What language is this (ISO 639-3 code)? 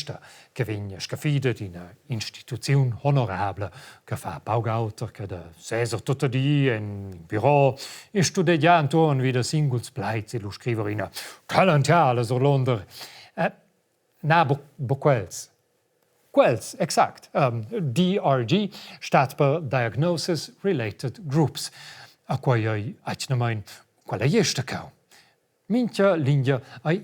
roh